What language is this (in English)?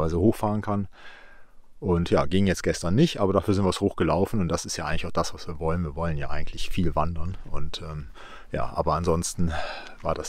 German